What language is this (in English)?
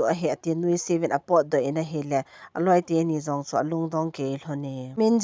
Thado Chin